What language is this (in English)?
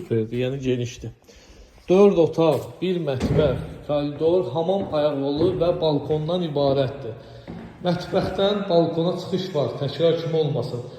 Azerbaijani